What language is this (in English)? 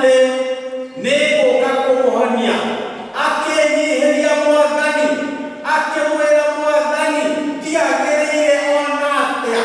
Kikuyu